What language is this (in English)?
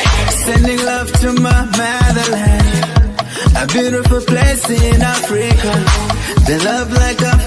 Acoli